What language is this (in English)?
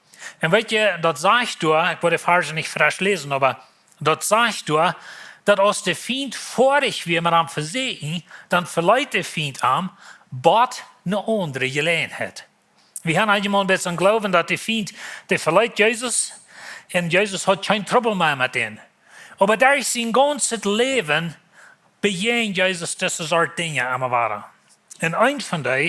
Plautdietsch